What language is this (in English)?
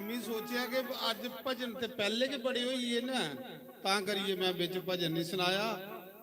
Dogri